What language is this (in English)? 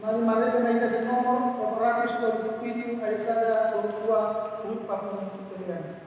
Batak Toba